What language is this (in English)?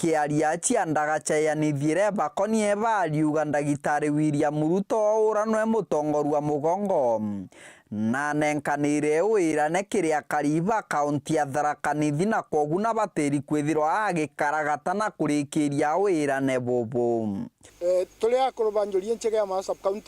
Meru